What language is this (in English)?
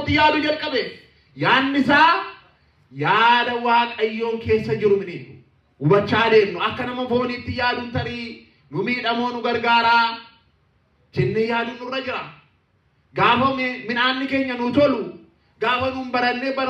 Oromo